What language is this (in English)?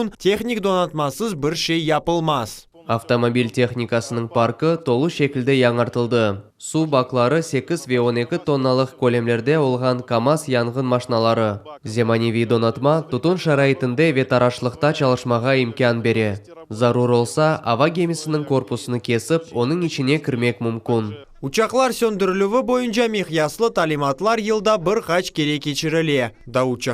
Crimean Tatar